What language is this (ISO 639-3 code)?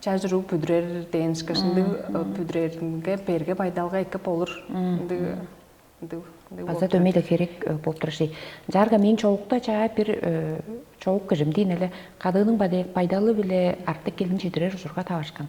tyv